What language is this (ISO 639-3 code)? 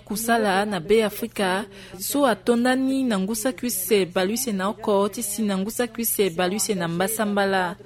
sag